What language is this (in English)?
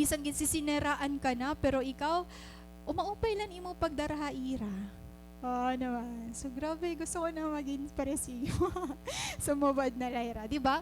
Waray